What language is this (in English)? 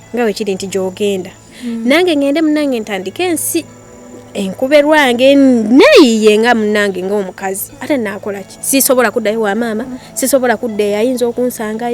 Ganda